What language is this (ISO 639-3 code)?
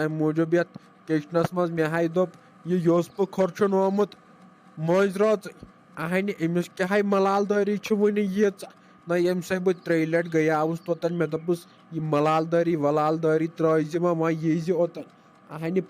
kas